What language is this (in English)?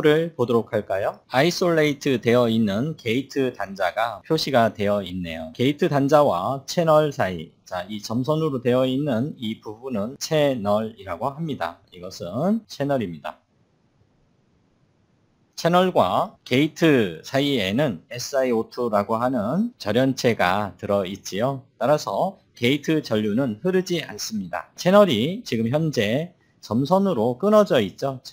Korean